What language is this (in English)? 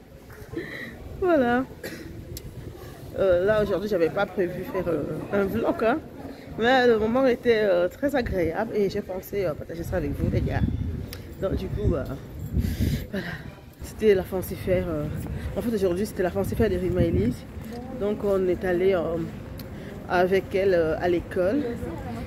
French